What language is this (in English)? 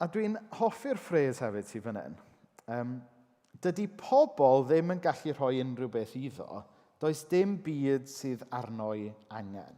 Welsh